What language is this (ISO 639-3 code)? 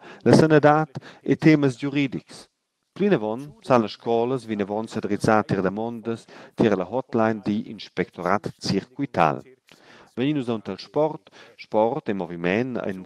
roh